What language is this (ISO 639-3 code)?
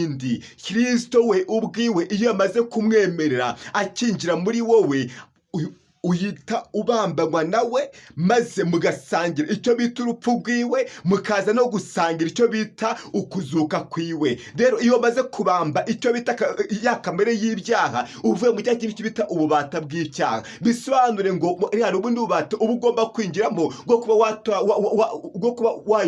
kin